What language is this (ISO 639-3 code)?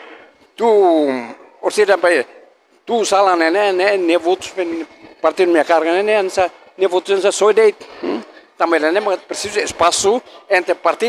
tet